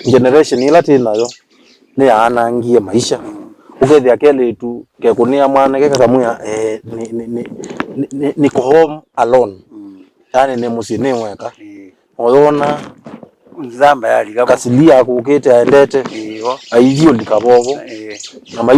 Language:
Kamba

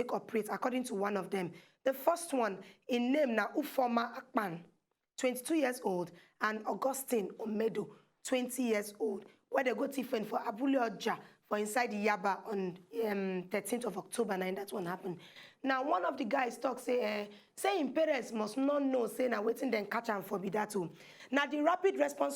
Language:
Nigerian Pidgin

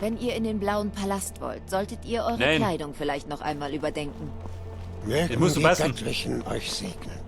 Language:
Bavarian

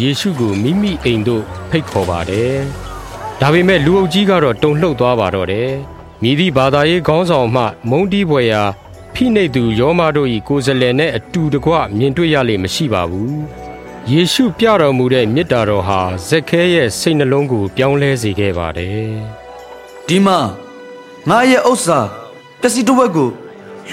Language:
Burmese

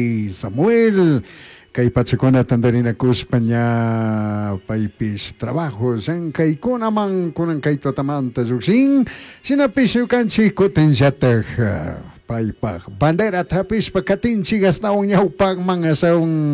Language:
Chimborazo Highland Quichua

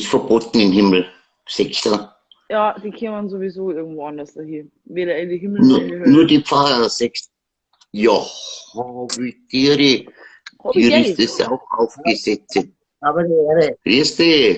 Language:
Bavarian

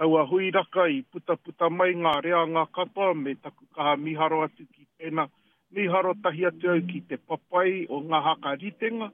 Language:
Māori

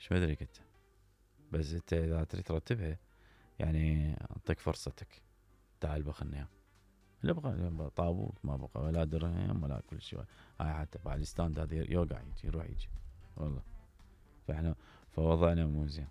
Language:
Mesopotamian Arabic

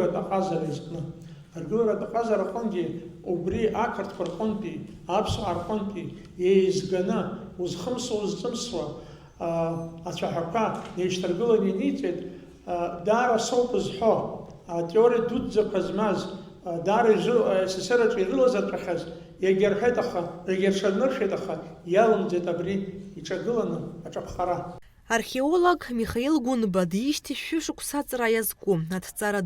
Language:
Abkhazian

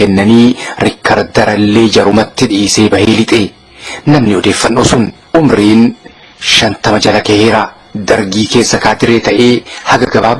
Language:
Oromo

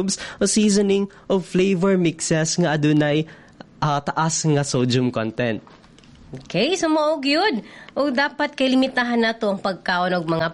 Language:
Cebuano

